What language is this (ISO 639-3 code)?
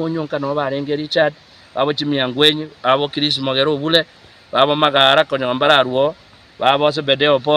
guz